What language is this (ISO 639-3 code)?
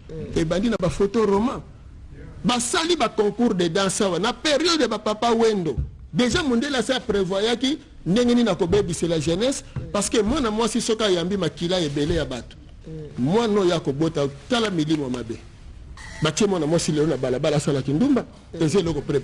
lin